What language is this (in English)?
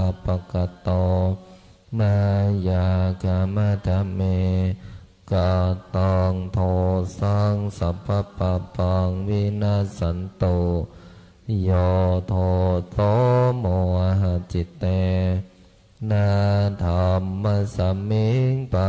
Pali